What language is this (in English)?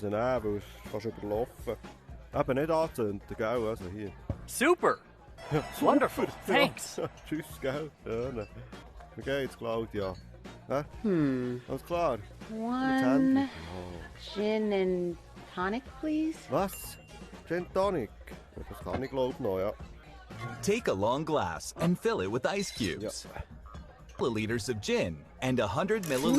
Swiss German